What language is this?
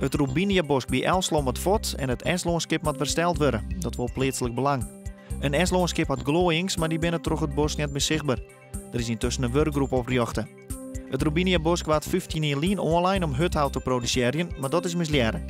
Western Frisian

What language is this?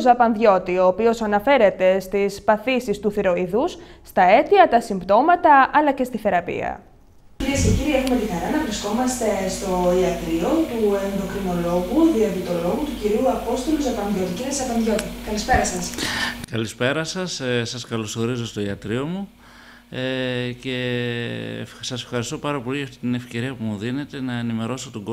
Greek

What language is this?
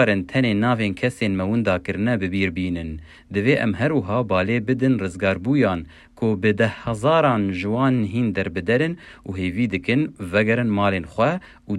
Kurdish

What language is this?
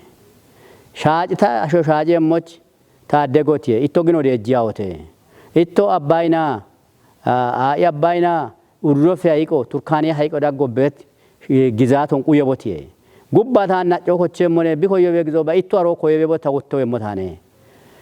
Kafa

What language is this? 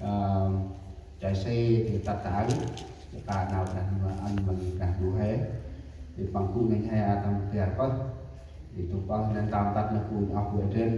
Central Mnong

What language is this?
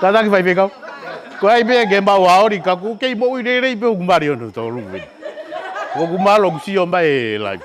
Tongan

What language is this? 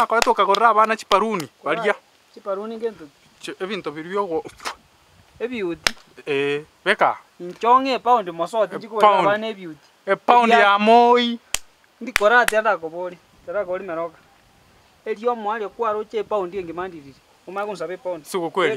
Gusii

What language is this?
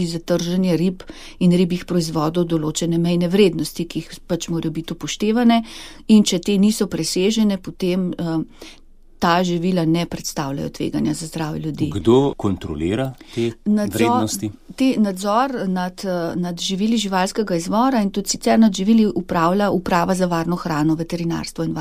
Slovenian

